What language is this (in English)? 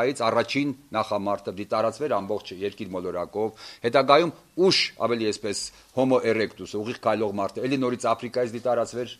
Armenian